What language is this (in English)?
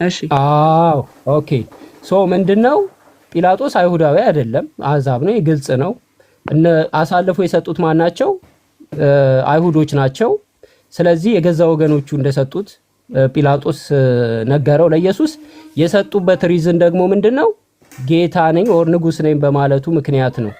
Amharic